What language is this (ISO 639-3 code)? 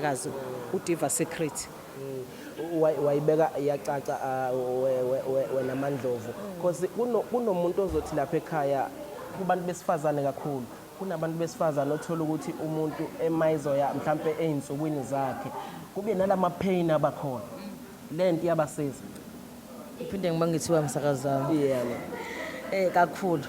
zul